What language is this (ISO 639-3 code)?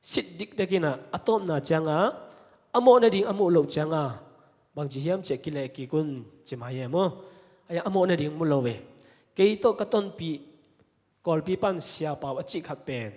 ctd